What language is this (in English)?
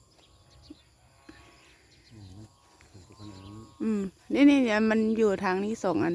Lao